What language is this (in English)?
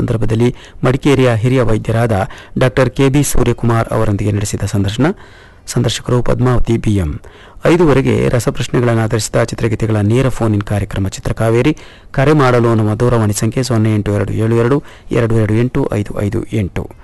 Kannada